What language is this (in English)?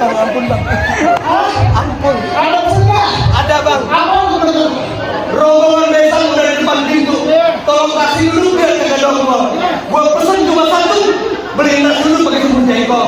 Betawi